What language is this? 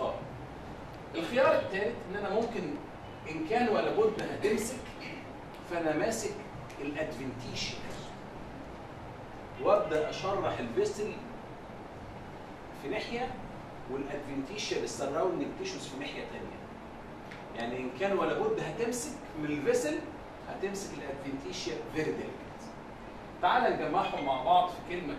Egyptian Arabic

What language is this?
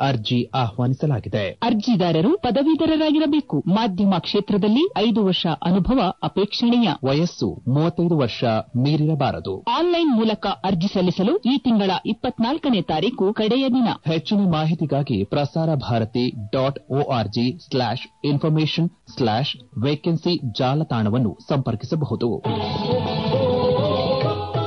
Kannada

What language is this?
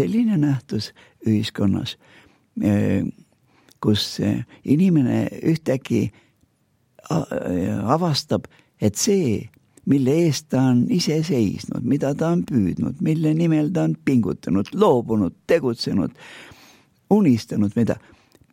Estonian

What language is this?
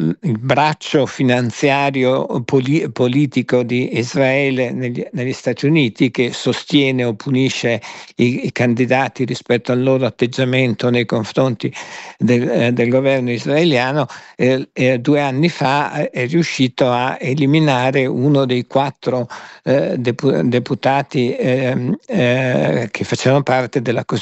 Italian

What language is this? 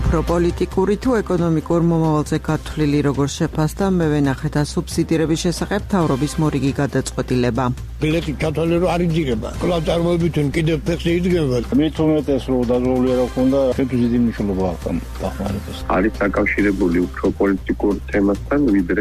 Georgian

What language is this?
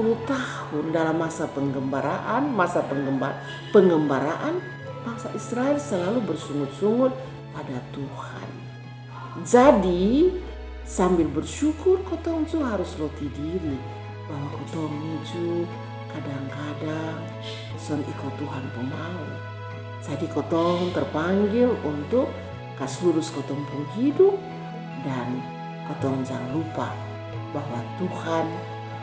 Kupang Malay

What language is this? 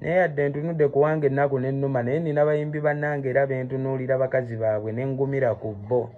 Ganda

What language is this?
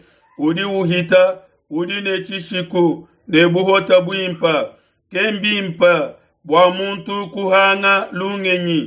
Luba-Lulua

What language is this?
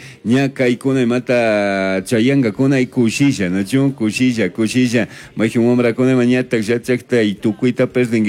Chimborazo Highland Quichua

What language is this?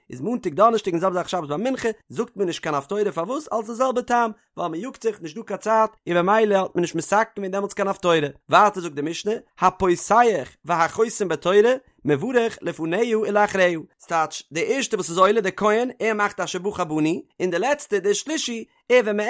Yiddish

